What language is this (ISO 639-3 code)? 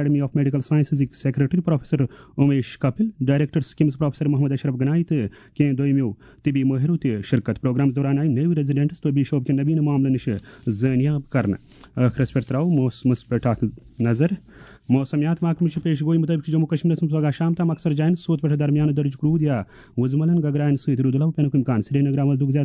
kas